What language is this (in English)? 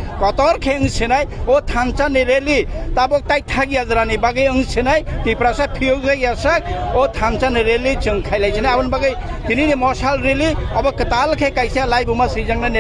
Kok Borok